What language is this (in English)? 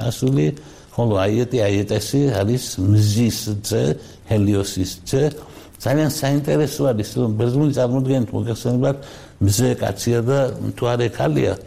Georgian